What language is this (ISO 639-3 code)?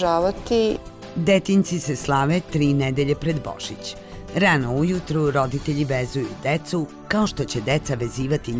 srp